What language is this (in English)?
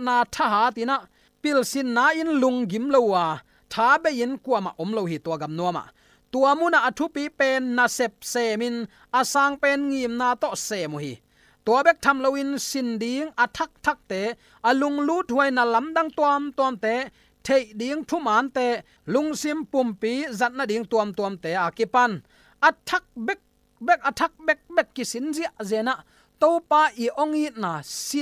Tedim Chin